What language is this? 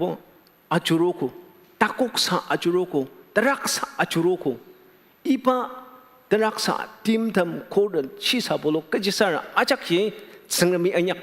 Ao Naga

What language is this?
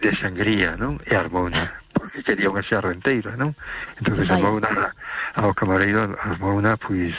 Galician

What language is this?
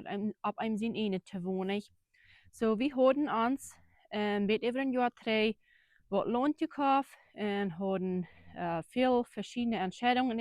Plautdietsch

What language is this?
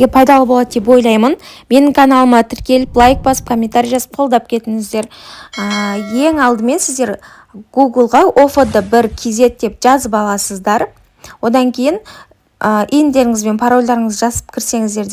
Kazakh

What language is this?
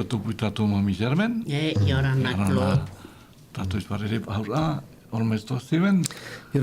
Tahitian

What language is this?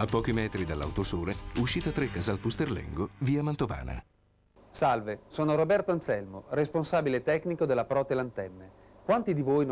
Italian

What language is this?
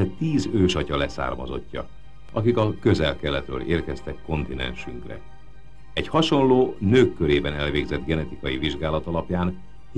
Hungarian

